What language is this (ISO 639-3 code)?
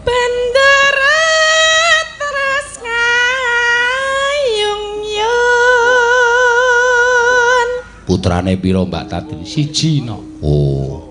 jav